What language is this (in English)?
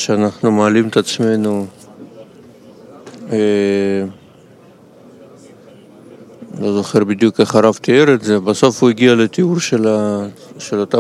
Hebrew